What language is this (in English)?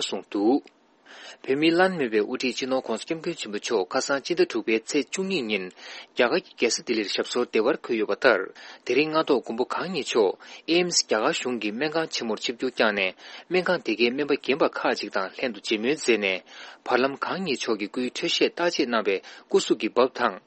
Tibetan